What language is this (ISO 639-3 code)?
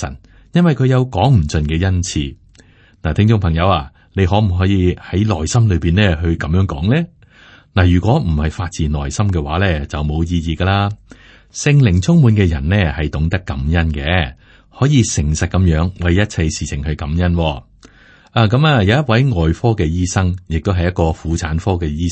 yue